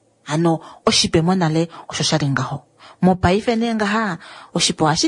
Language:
Kuanyama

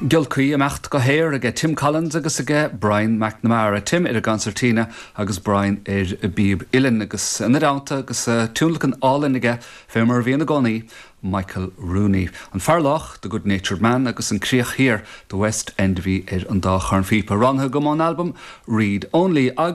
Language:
Irish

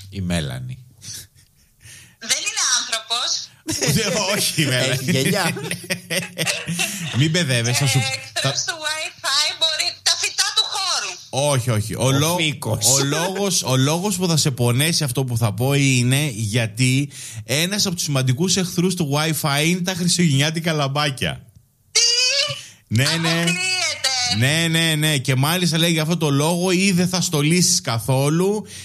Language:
Greek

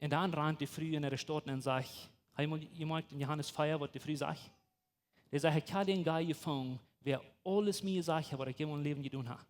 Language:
Plautdietsch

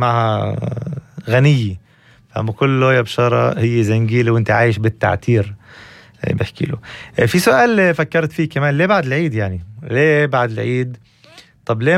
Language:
North Levantine Arabic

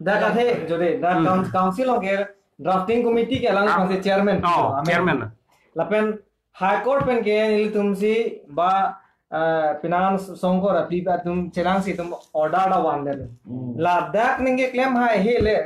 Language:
Karbi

